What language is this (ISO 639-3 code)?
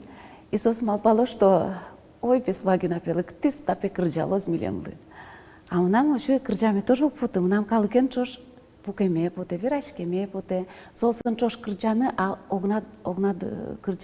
udm